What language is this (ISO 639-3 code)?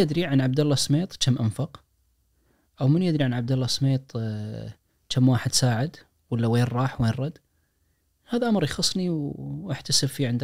ars